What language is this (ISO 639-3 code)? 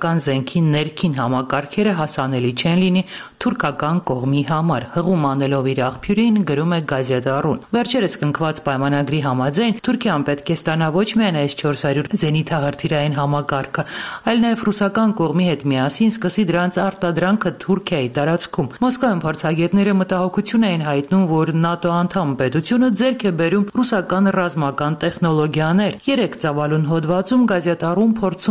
hye